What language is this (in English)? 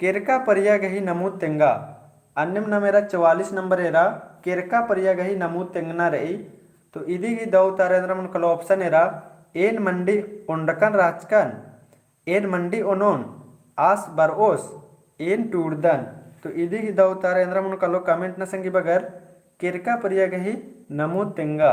Kurukh